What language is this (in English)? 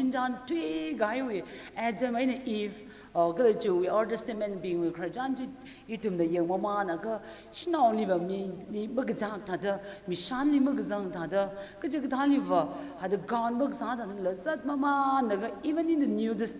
Tangkhul Naga (India)